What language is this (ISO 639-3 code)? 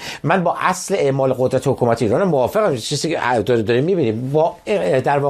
fas